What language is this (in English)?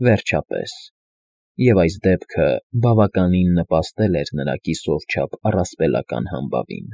Armenian